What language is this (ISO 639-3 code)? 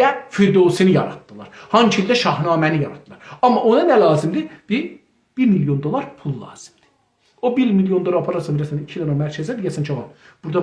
azb